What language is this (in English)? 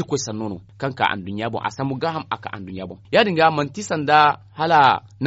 Zarma